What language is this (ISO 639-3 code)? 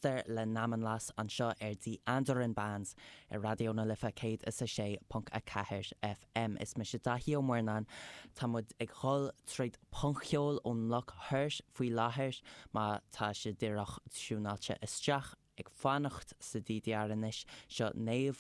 gle